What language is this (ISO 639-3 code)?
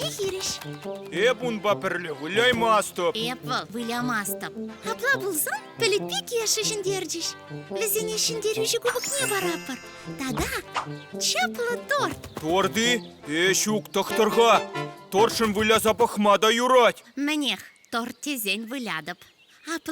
chv